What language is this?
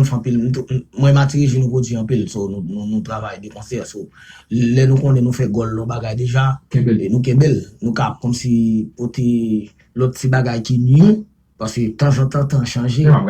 Haitian Creole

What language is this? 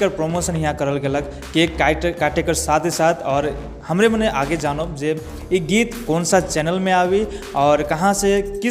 Sadri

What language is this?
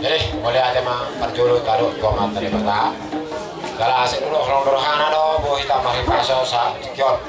Batak Toba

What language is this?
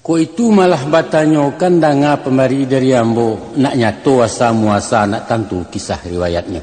Minangkabau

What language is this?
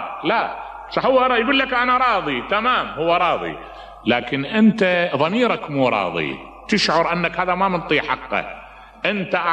Mesopotamian Arabic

